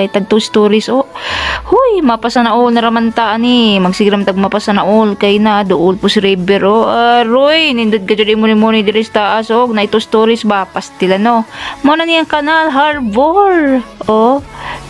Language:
Cebuano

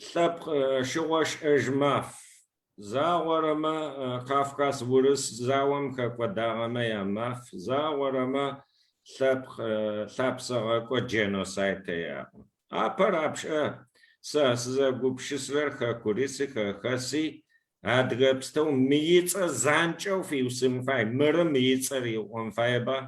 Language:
Kabardian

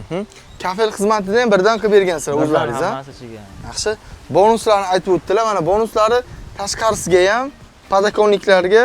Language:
Uzbek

